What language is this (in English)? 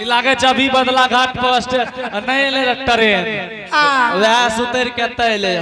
Angika